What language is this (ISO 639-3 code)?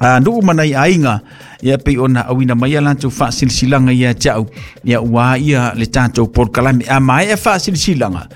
smo